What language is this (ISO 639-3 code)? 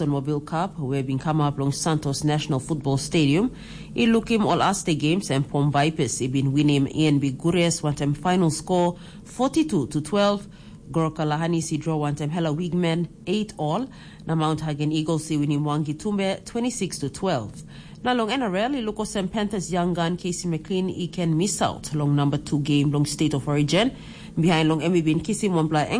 tpi